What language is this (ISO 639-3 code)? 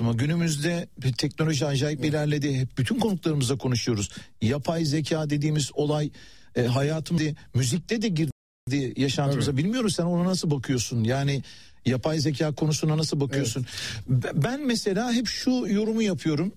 tur